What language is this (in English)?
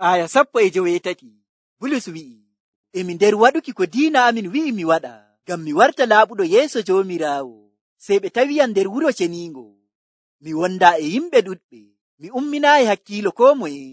Nigerian Fulfulde